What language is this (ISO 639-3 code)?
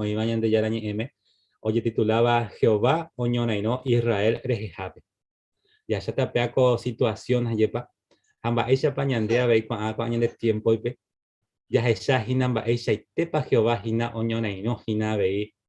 grn